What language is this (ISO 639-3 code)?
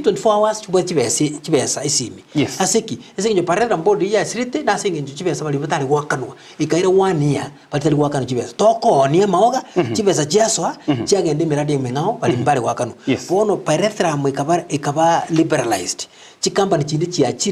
guz